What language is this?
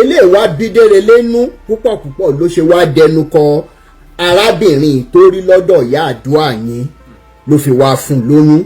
Yoruba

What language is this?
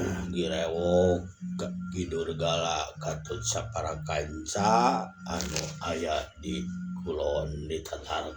Sundanese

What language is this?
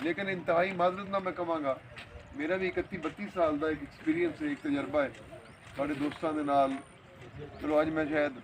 Saraiki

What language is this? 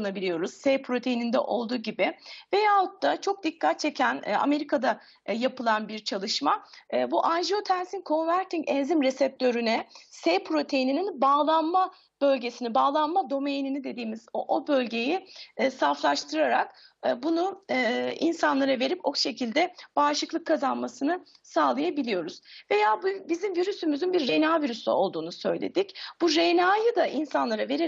Turkish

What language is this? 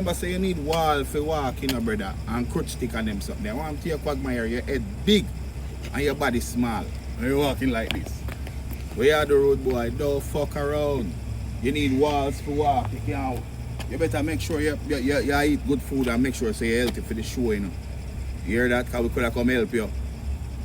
Jamaican Creole English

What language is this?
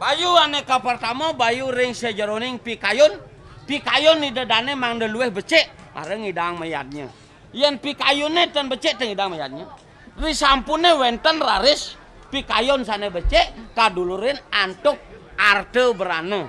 Balinese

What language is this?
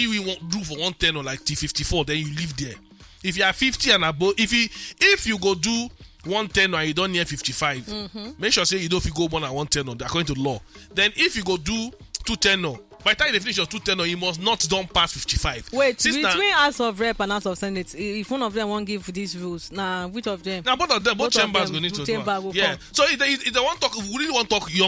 Nigerian Pidgin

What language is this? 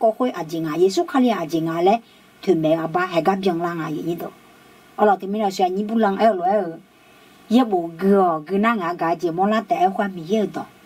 Akha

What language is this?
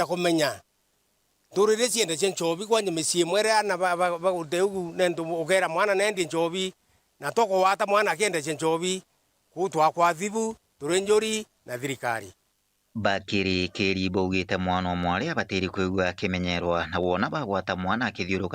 Meru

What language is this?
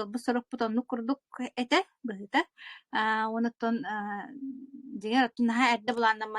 Yakut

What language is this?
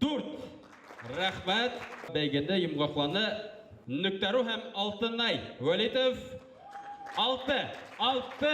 Bashkir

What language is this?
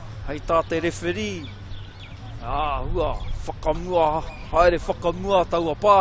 Māori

